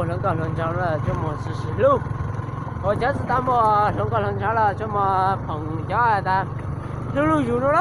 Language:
Hmong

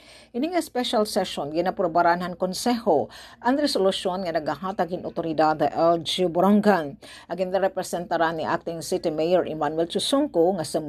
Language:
Waray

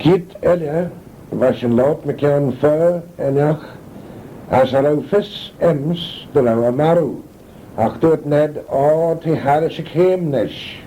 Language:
Manx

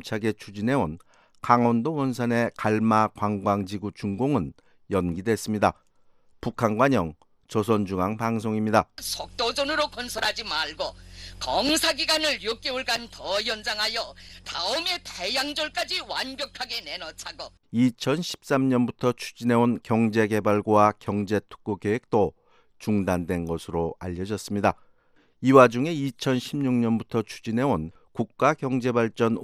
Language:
Korean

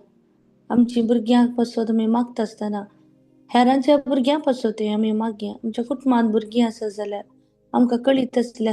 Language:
Konkani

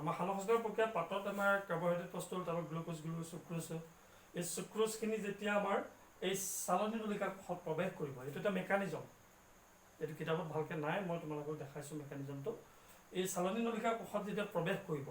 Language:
Assamese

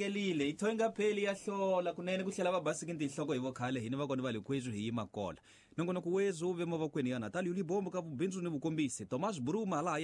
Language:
Tsonga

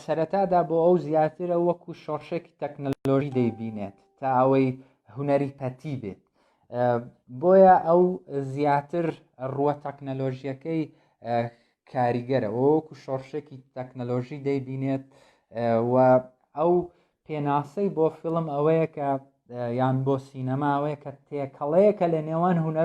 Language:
Central Kurdish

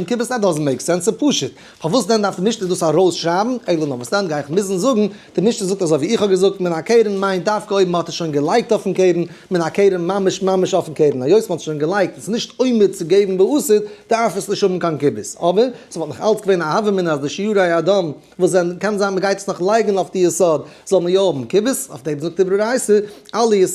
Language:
Yiddish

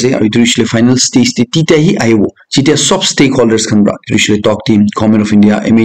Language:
Naga Pidgin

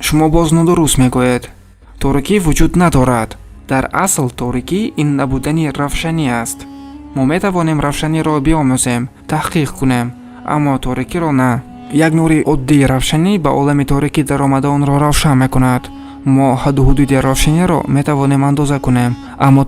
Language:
Tajik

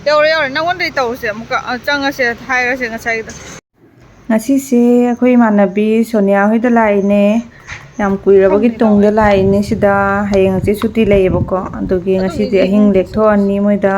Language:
Manipuri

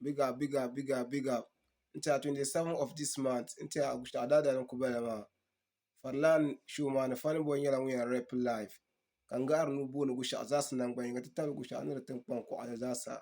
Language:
Dagbani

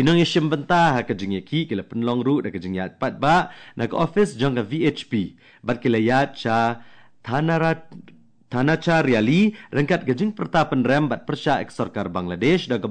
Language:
Khasi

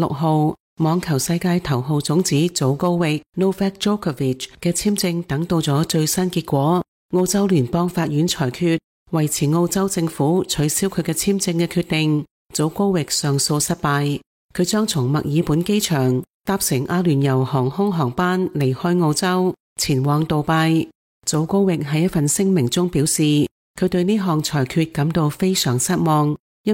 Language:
Cantonese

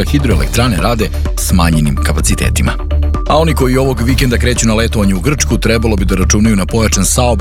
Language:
Serbian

